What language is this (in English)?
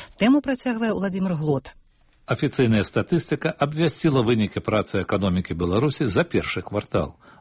Belarusian